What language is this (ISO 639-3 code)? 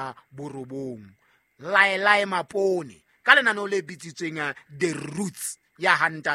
sot